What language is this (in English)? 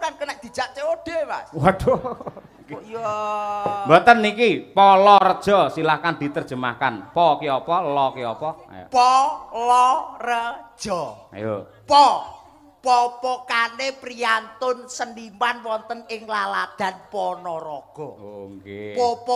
Javanese